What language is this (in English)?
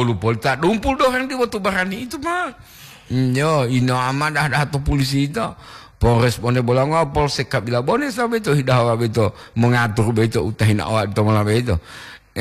Gorontalo